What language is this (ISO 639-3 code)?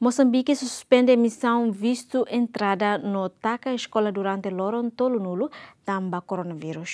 tet